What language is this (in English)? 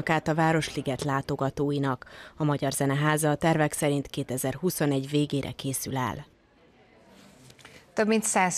Hungarian